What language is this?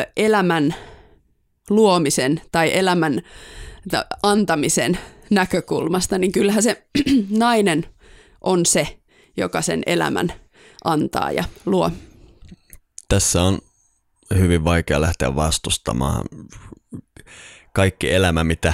Finnish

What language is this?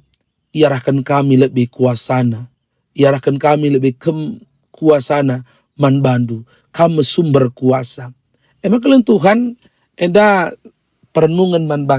Batak Karo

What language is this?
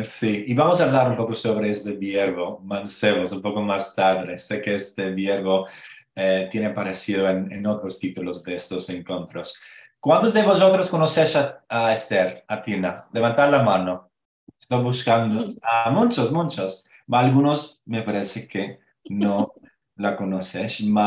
Ladino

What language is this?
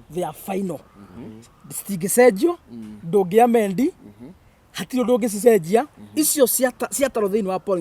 Kikuyu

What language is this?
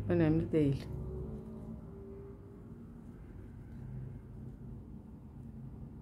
Turkish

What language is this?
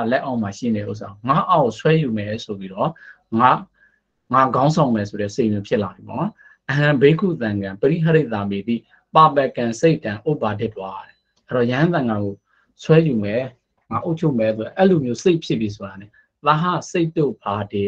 Burmese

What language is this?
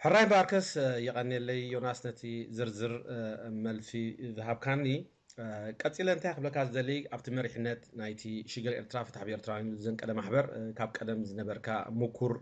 Tigrinya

